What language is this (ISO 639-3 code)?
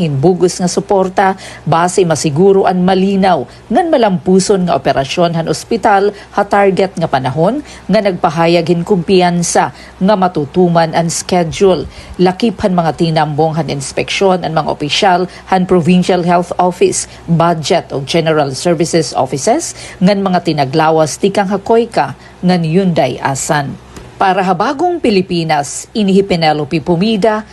war